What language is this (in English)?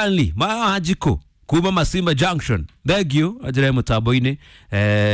Kikuyu